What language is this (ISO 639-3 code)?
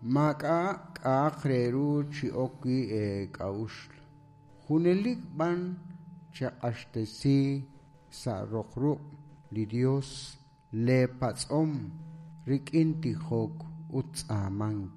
kek